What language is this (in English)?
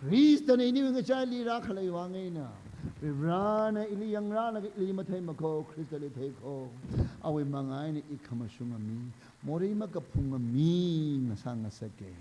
Tangkhul Naga (India)